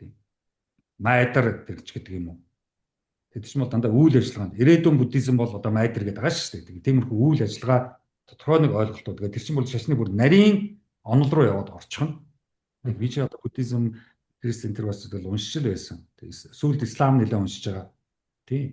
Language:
Mongolian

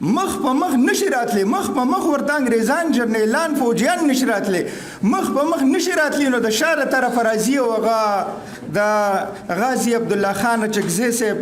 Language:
Pashto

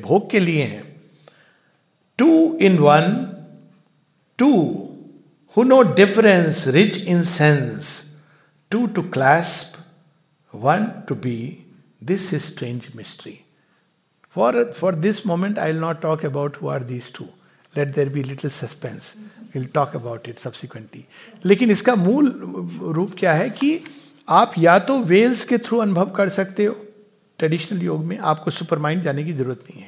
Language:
Hindi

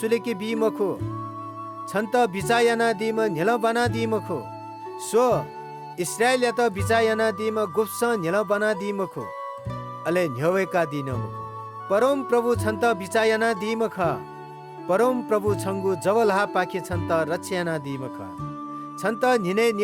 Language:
Newari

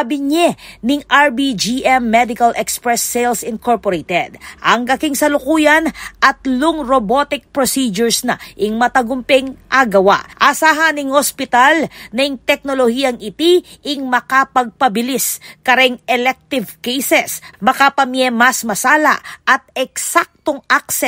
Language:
Pampanga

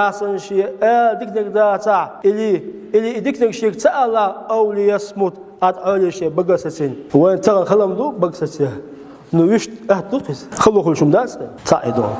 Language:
Chechen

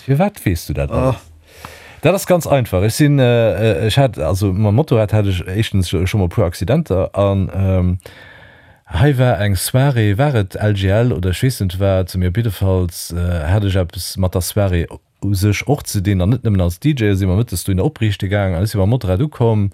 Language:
Luxembourgish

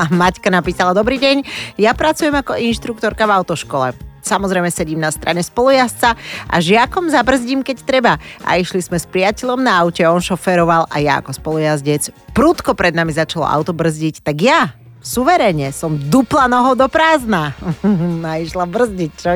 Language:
Slovak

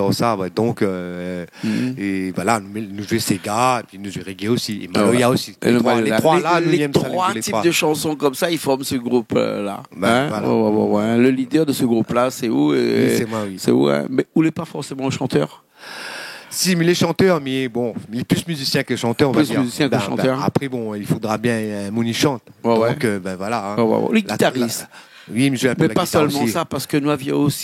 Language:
Réunion Creole French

